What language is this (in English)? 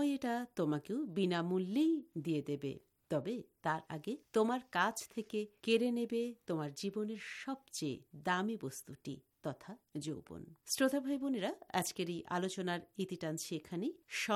Bangla